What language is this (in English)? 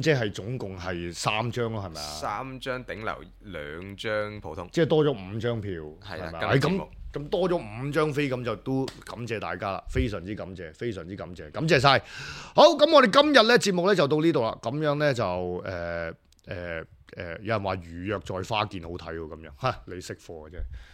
Cantonese